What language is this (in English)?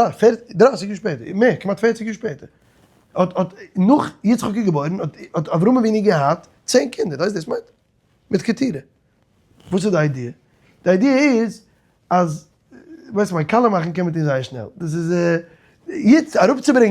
Yiddish